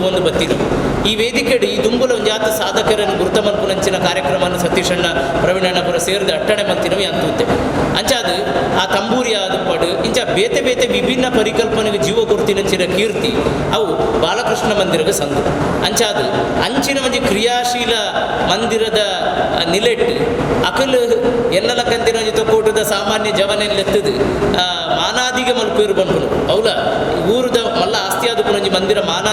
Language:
Tulu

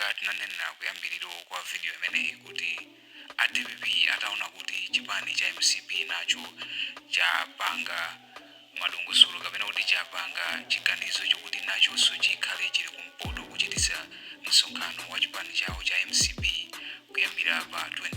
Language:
Nyanja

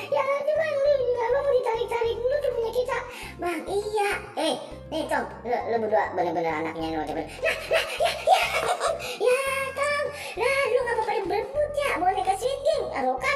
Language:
Betawi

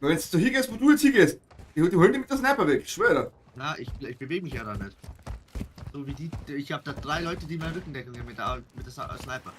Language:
Bavarian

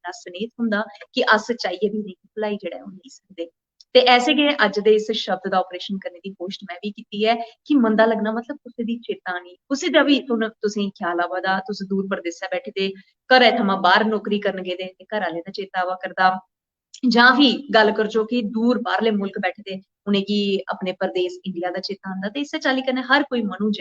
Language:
Dogri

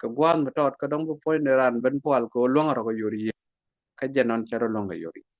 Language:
Nuer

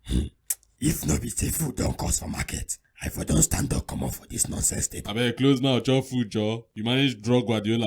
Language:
Nigerian Pidgin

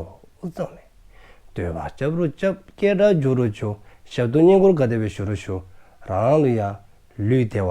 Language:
Dzongkha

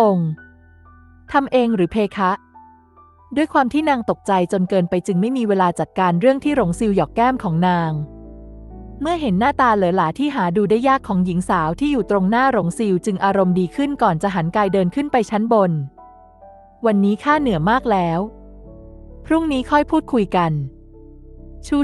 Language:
Thai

